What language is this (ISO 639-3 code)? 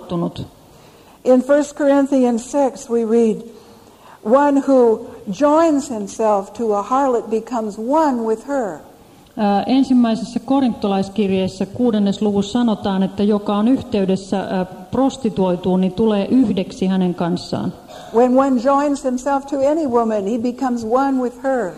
fin